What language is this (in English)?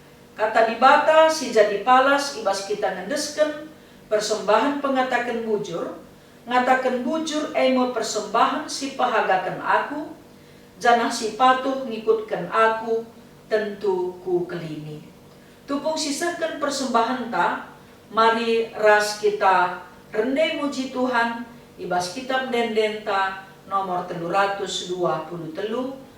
Batak Karo